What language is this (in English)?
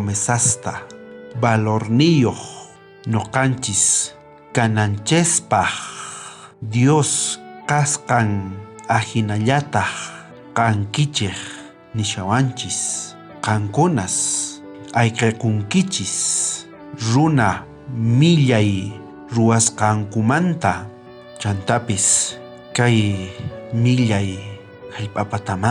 South Bolivian Quechua